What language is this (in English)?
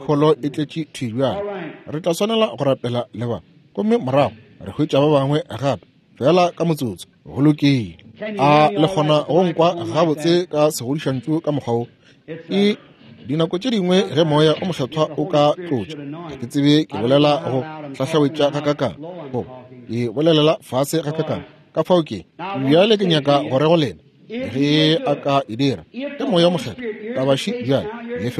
Northern Sotho